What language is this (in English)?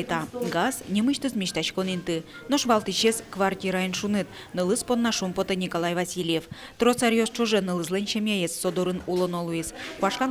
Udmurt